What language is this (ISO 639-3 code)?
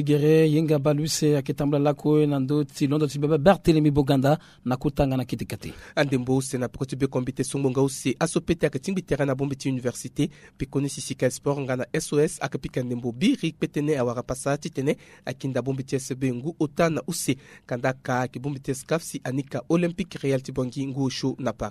sag